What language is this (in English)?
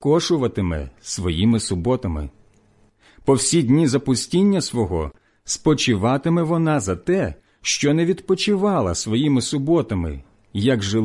Ukrainian